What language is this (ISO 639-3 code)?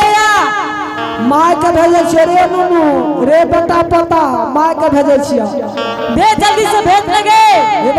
anp